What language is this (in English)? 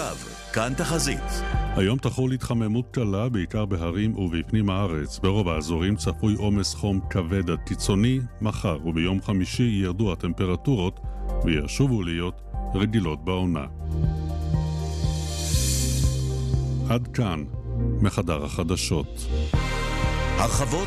Hebrew